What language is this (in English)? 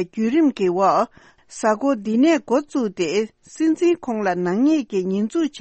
Tibetan